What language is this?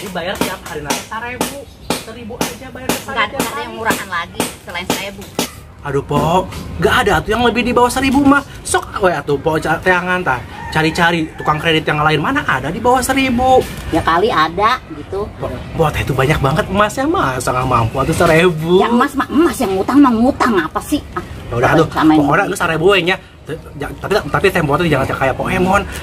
Betawi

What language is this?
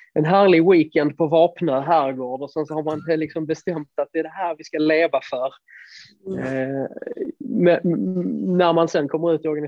Swedish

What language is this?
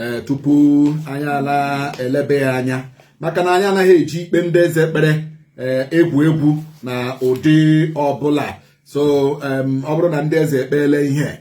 Igbo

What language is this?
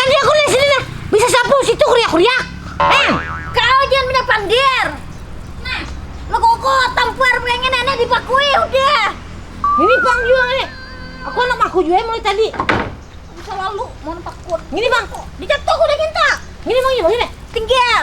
Banjar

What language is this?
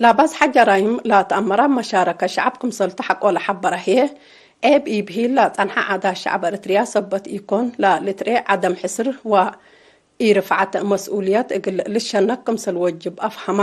Tigre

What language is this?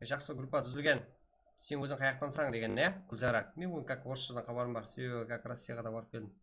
Kara-Kalpak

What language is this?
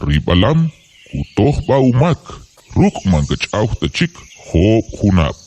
Kʼicheʼ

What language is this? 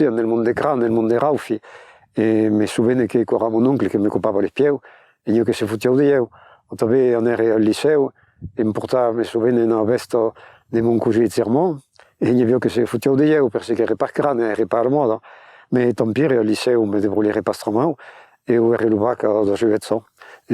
Occitan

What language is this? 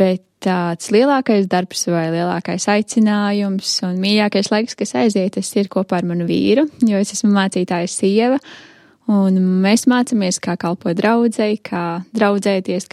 Latvian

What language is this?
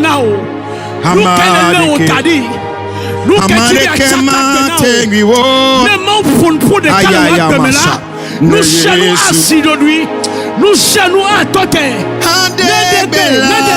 Ewe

